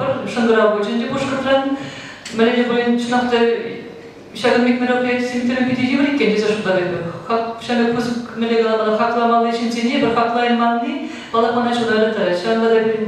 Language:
Chuvash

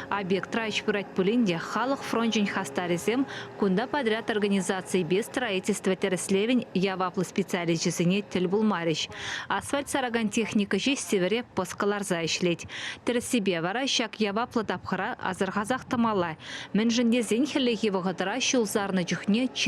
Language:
Chuvash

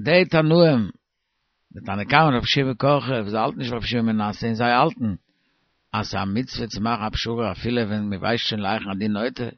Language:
Yiddish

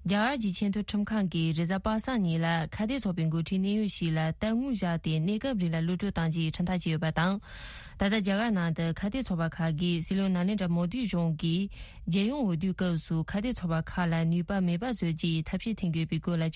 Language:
Tibetan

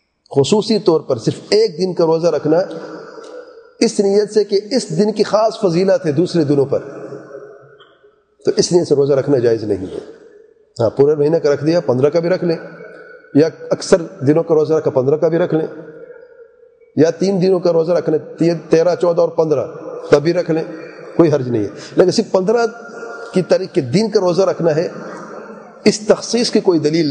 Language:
Urdu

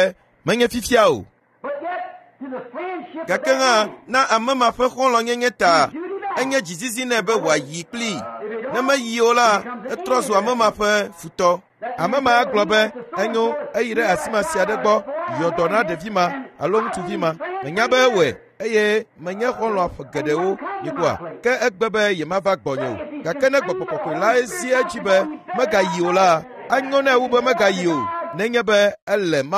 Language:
Ewe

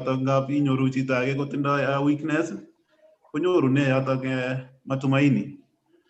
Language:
Kalenjin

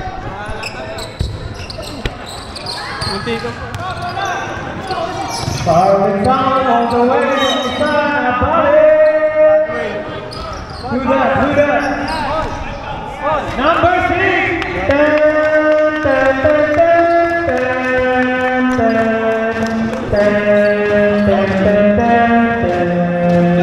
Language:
Filipino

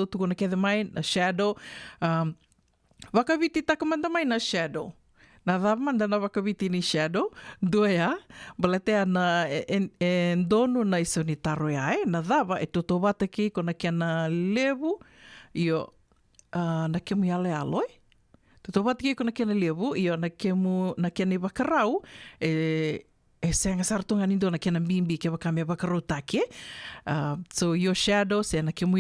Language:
Fijian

